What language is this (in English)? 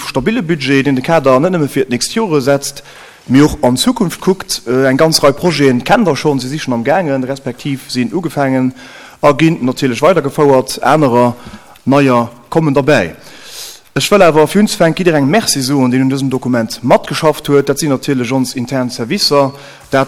Luxembourgish